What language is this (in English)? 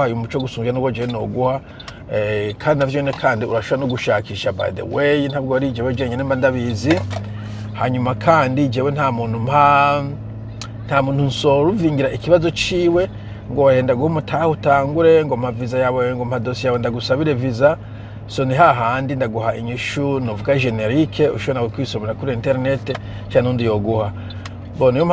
Rundi